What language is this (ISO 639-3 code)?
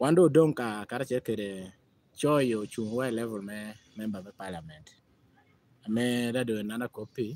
laj